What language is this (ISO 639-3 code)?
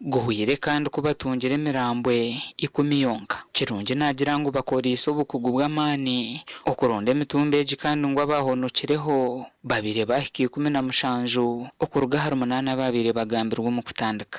nyn